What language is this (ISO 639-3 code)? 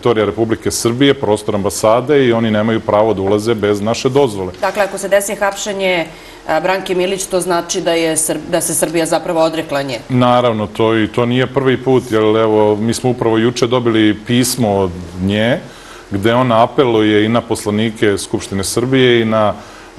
srp